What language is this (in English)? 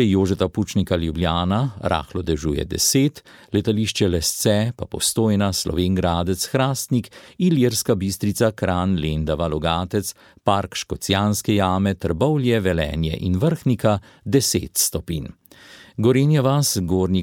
Slovenian